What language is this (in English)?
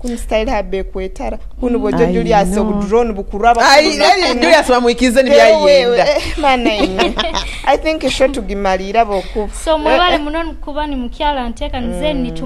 Nyoro